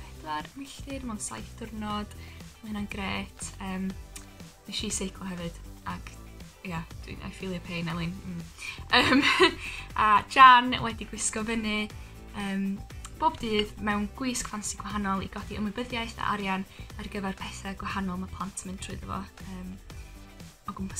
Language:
Welsh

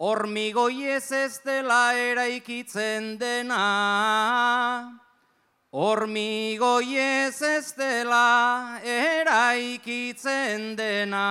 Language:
Basque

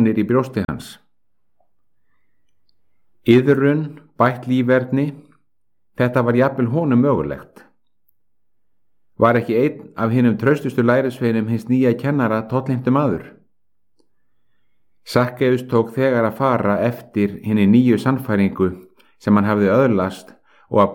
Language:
Icelandic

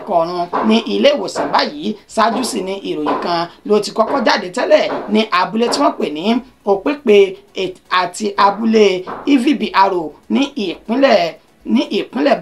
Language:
Yoruba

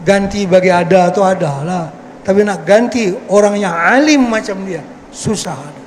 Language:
Banjar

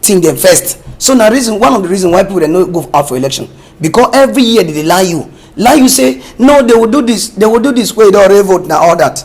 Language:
Cameroon Pidgin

